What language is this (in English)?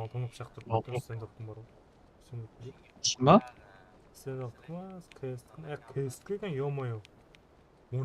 Kara-Kalpak